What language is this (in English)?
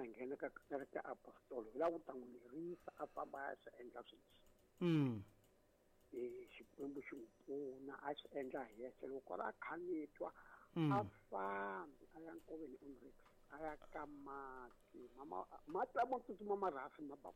Tsonga